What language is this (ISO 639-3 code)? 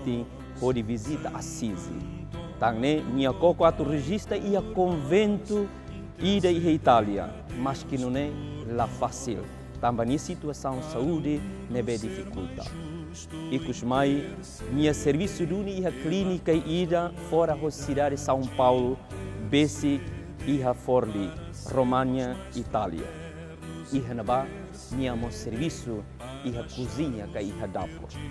tet